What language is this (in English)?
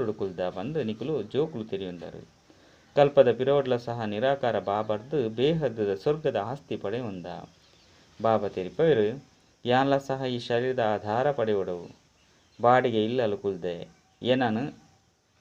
Tulu